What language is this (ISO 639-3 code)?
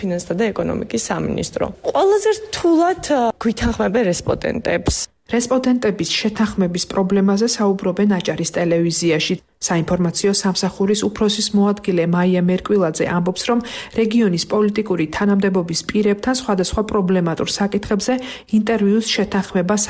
kat